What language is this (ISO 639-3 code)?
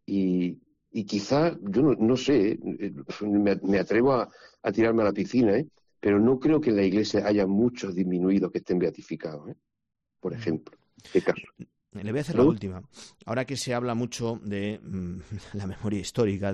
spa